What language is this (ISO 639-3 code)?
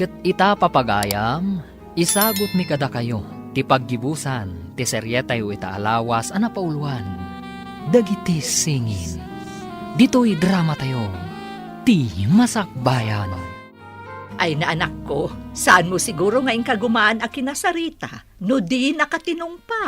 ilo